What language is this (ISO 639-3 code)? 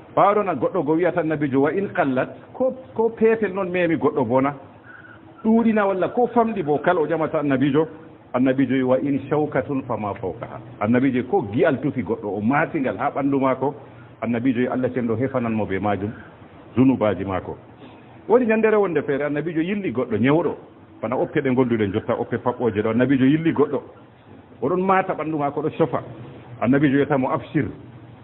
ful